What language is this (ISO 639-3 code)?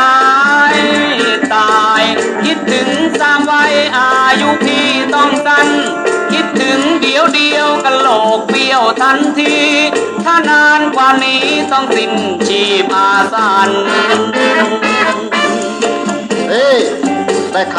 tha